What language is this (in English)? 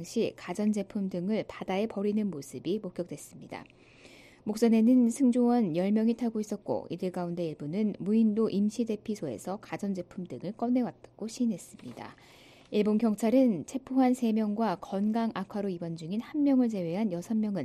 Korean